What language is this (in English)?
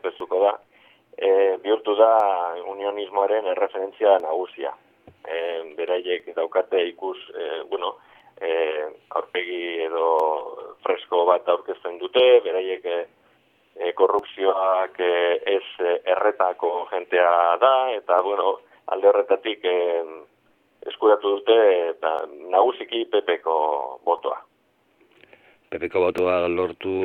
Basque